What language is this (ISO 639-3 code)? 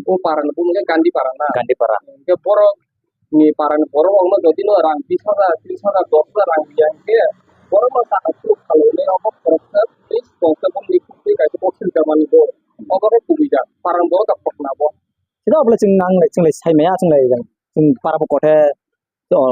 trp